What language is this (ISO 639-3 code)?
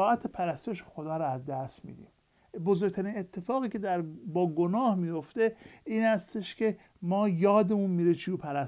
fas